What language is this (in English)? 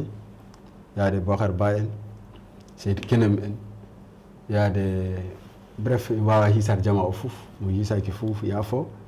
Fula